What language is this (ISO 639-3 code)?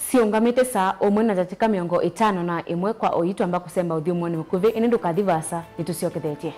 kam